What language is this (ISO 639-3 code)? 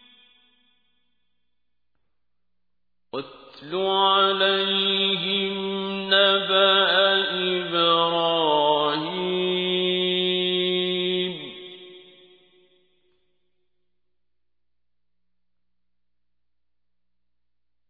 ara